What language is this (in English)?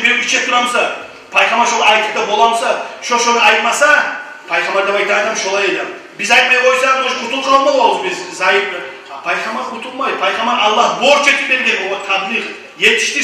Kumyk